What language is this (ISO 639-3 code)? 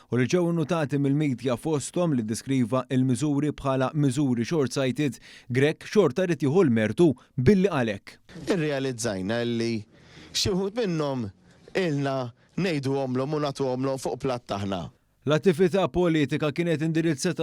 mlt